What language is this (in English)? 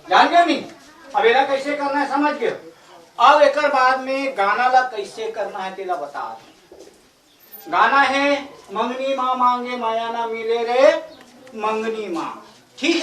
Chhattisgarhi